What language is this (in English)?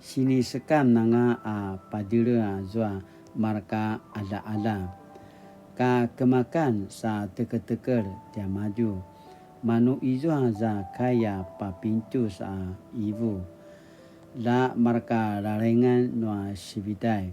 Paiwan